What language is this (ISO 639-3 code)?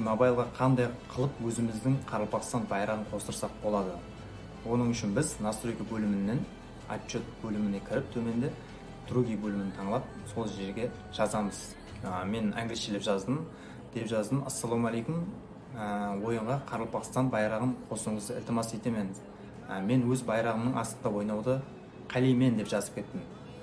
kaa